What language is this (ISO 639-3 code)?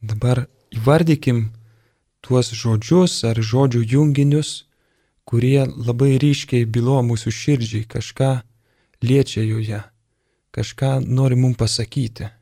lit